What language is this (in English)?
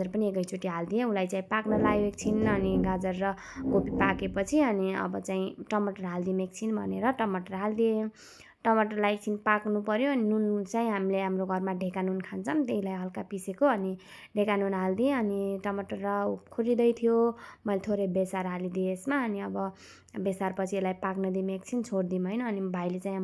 Nepali